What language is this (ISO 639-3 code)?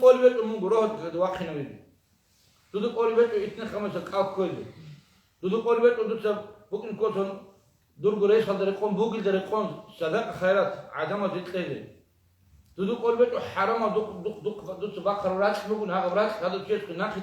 ava